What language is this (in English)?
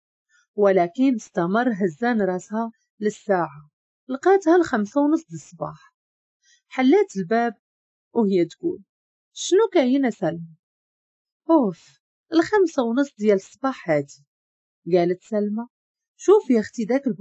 Moroccan Arabic